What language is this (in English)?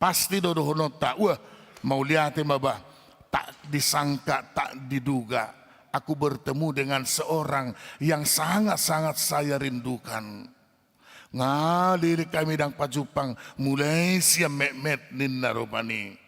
Batak Toba